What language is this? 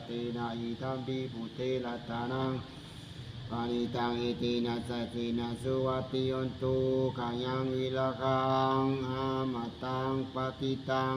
Pali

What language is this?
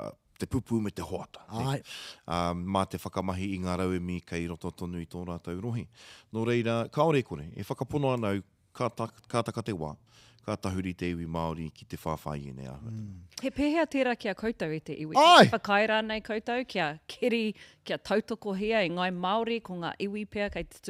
Māori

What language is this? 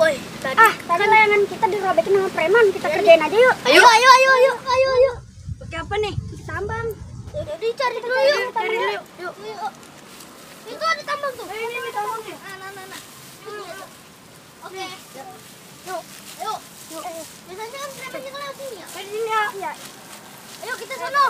Betawi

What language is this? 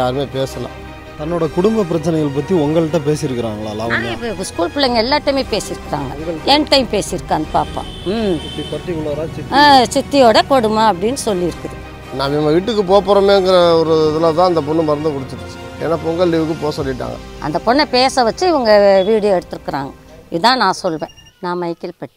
Tamil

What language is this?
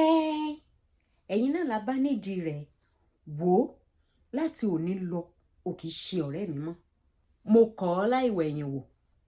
Yoruba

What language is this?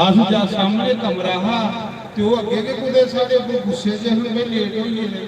Dogri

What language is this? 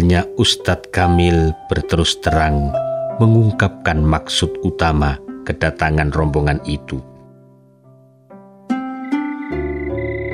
Indonesian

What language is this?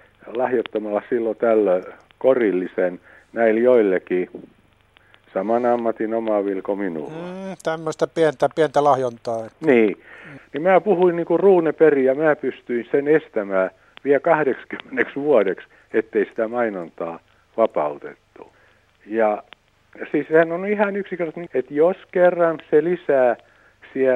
Finnish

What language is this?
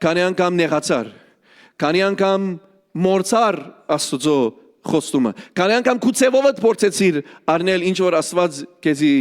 Western Armenian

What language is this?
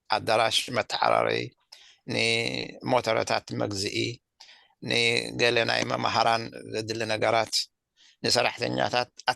Tigrinya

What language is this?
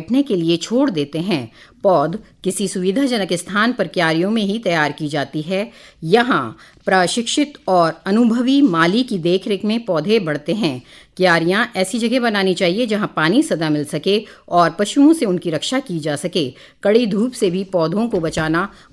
Hindi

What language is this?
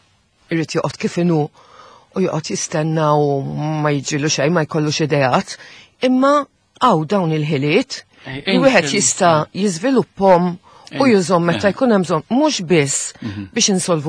Maltese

